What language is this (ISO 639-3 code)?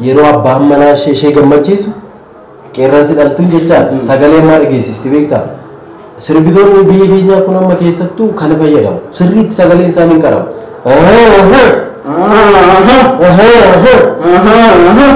orm